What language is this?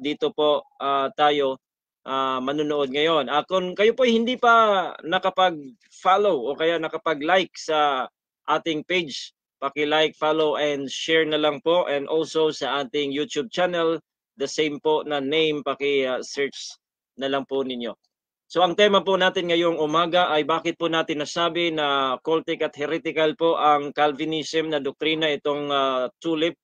Filipino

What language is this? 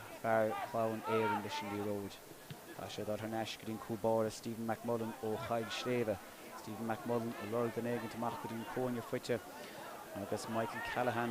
Irish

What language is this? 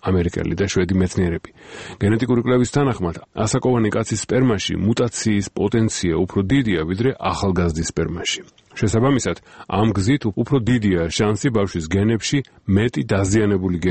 Georgian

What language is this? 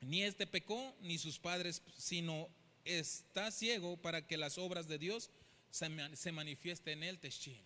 Tzeltal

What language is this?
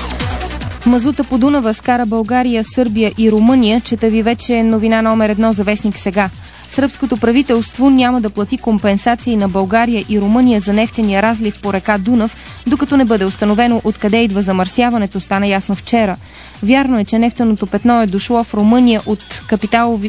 Bulgarian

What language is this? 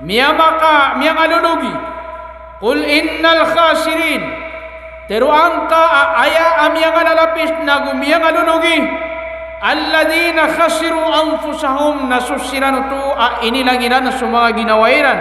Maranao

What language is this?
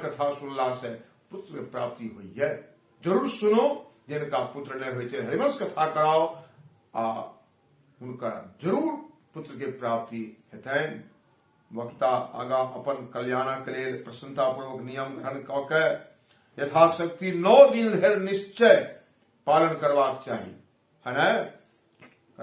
Maithili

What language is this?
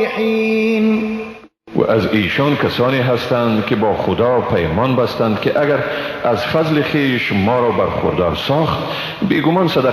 Persian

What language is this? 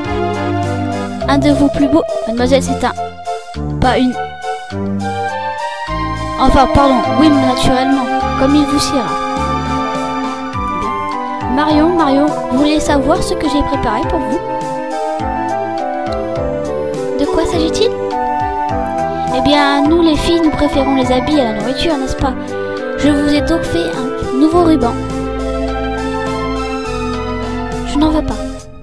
French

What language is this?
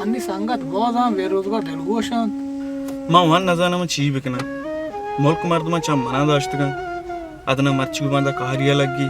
Baluchi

